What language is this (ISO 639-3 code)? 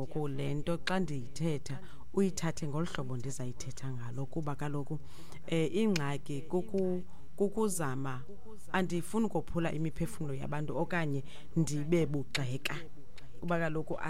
xho